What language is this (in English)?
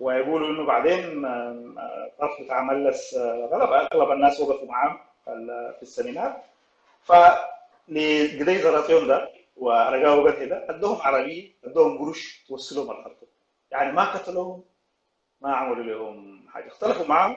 Sudanese Arabic